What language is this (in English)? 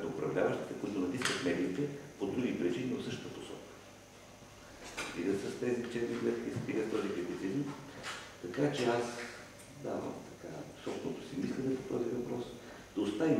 Bulgarian